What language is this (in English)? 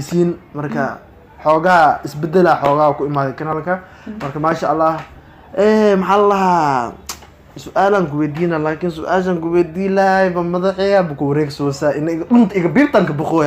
Somali